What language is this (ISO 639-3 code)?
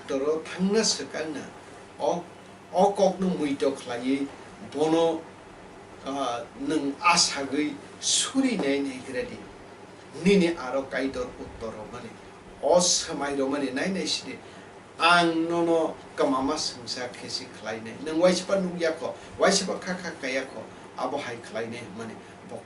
trp